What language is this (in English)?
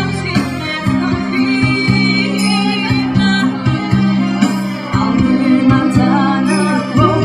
Croatian